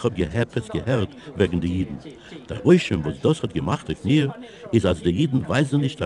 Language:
Yiddish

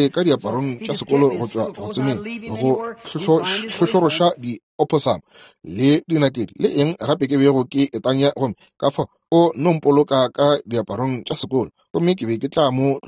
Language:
Northern Sotho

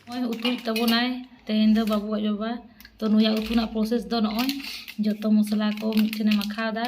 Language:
Santali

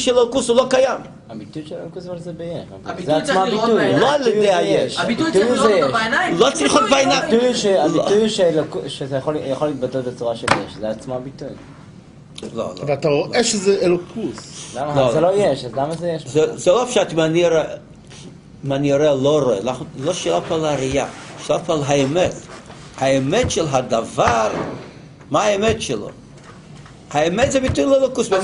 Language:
Hebrew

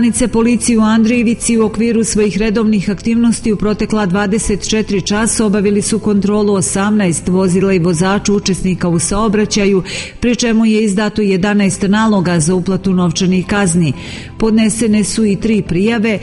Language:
Serbian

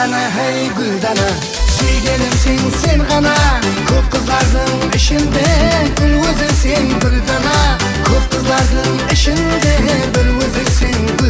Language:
Kara-Kalpak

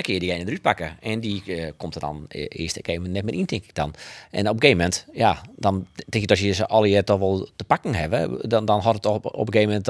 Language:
Western Frisian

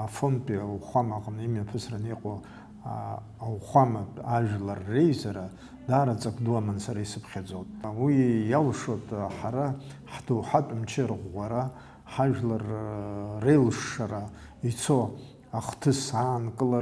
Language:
Abkhazian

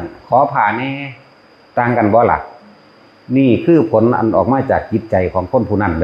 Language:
Northeastern Thai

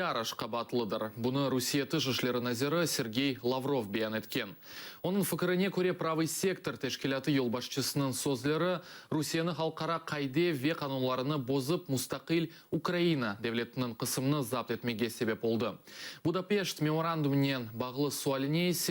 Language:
Crimean Tatar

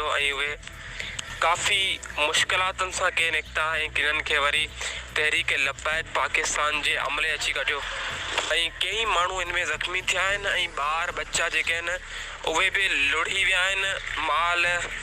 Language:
Sindhi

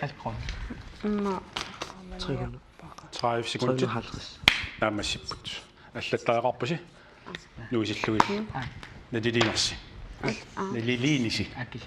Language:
Kalaallisut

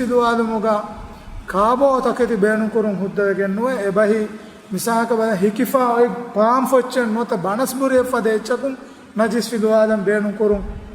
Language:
Divehi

